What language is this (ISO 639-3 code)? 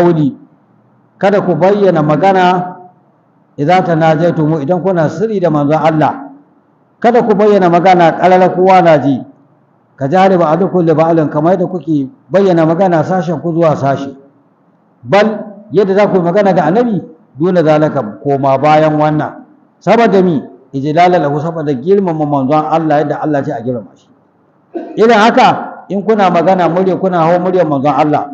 hau